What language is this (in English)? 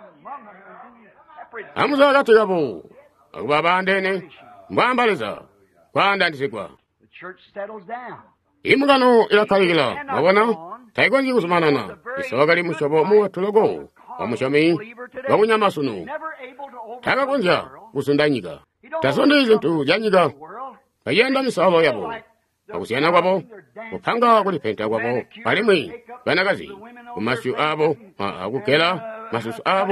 Tonga (Zambia)